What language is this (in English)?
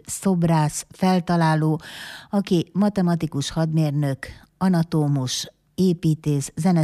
Hungarian